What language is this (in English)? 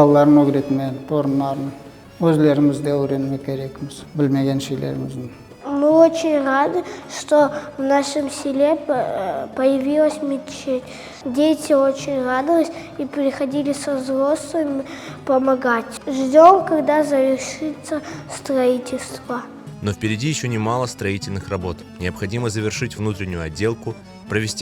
Crimean Tatar